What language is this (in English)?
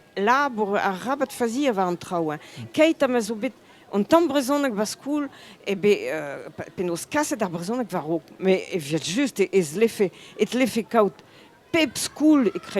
Breton